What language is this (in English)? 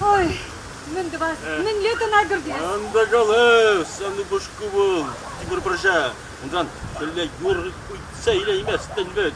Chuvash